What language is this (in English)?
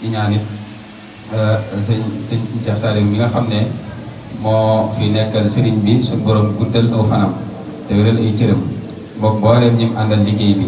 Wolof